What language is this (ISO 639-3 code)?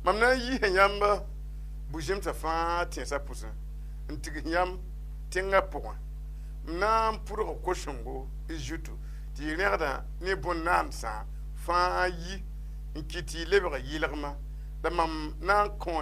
mos